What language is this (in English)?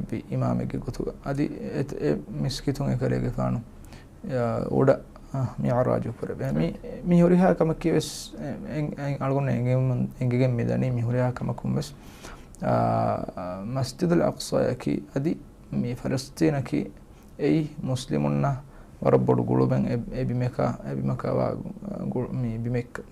Divehi